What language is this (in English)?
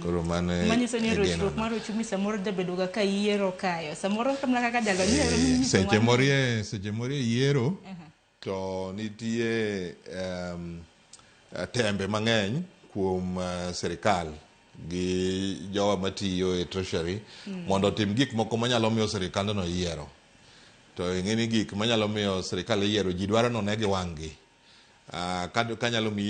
Luo (Kenya and Tanzania)